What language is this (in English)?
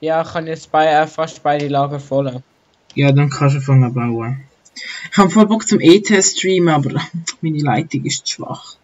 Swiss German